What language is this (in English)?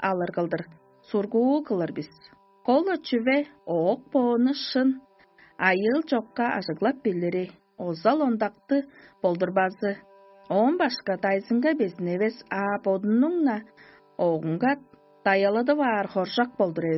Tuvinian